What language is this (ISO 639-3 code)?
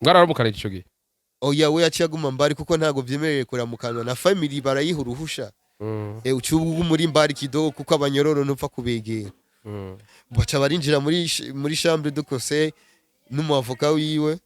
run